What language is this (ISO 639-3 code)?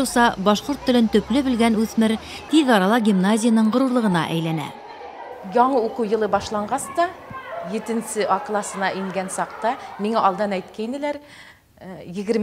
bak